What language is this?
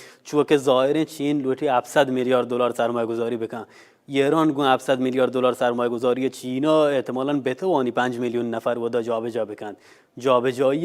Baluchi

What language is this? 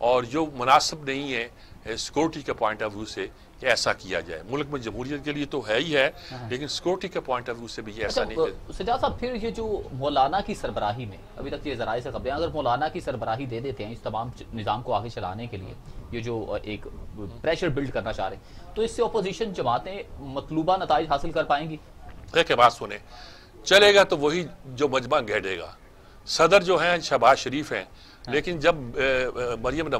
Urdu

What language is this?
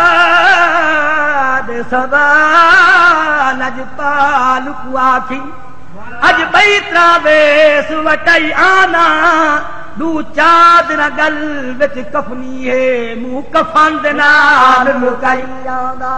Saraiki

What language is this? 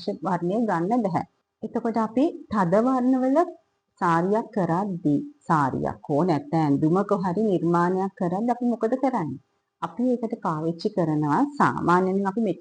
Sinhala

